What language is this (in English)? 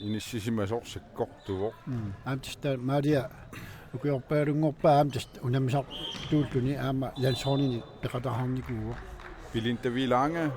Kalaallisut